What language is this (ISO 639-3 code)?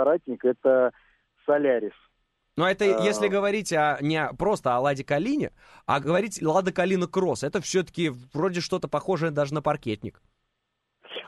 rus